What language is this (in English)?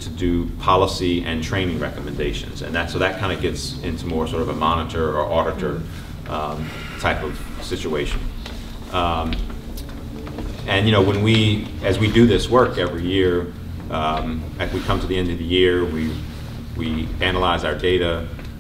English